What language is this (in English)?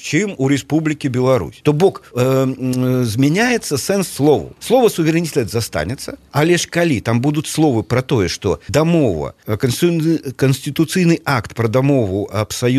Belarusian